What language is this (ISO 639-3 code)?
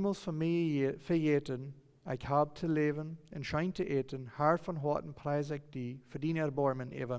pdt